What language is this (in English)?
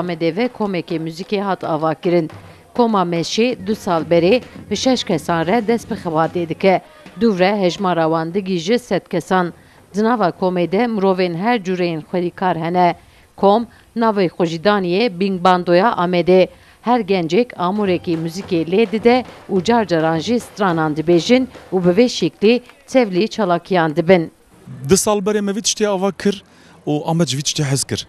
Kurdish